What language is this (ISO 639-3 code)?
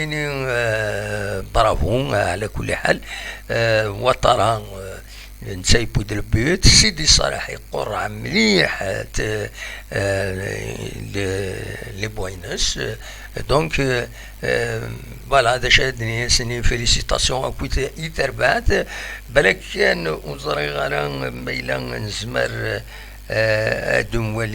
kab